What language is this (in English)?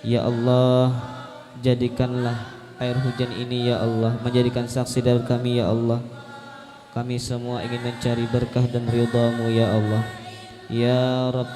Banjar